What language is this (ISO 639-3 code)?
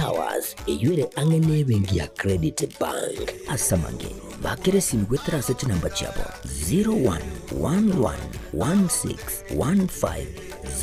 guz